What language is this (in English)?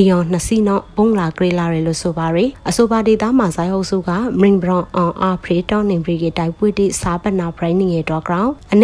Burmese